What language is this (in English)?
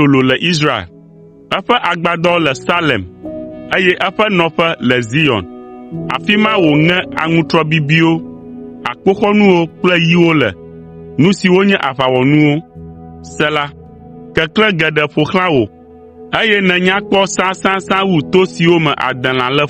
Ewe